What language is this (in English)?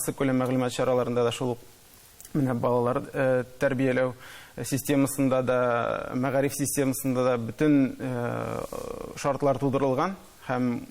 Tatar